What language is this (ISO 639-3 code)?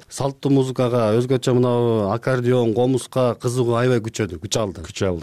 kir